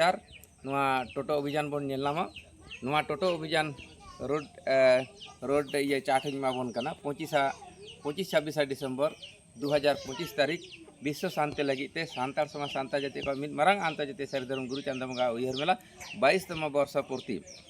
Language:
Santali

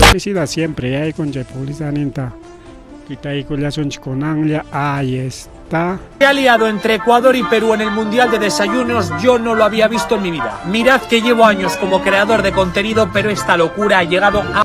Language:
Ayacucho Quechua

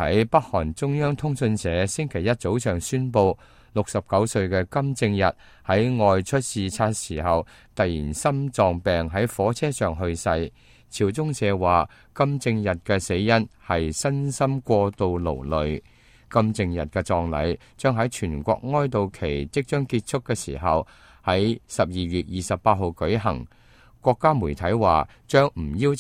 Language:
Cantonese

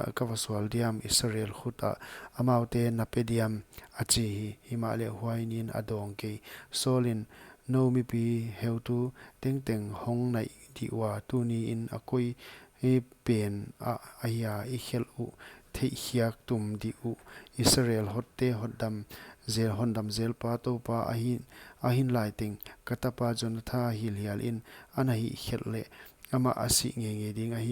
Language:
Paite Chin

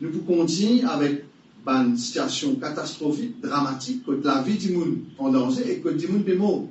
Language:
Morisyen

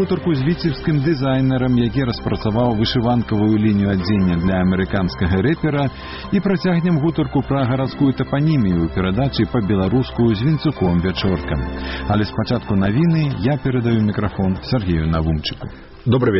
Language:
Belarusian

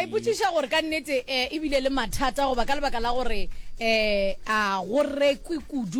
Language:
Northern Sotho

